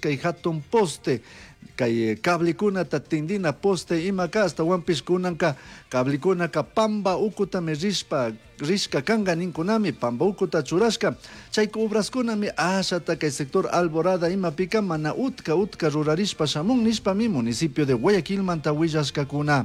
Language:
Chimborazo Highland Quichua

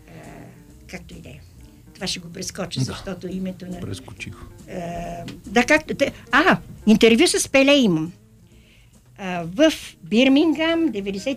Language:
Bulgarian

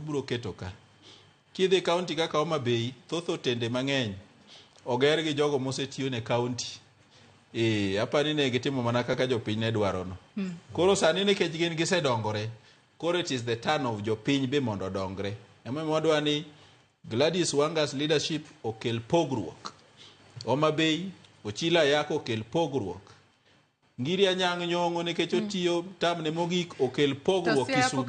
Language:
Luo (Kenya and Tanzania)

